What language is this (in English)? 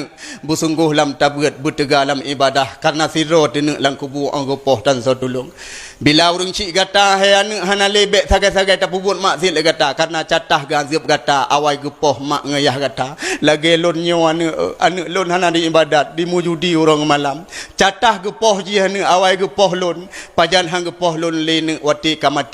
Achinese